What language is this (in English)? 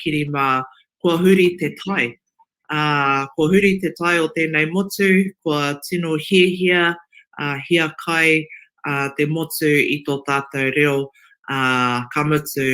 Māori